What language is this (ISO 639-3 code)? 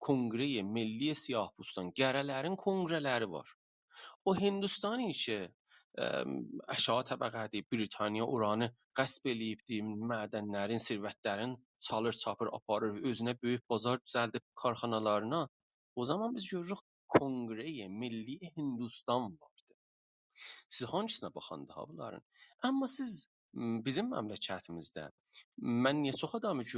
azb